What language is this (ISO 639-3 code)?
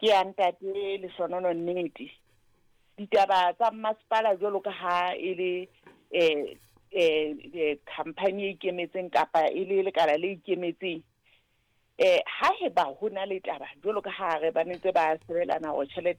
sot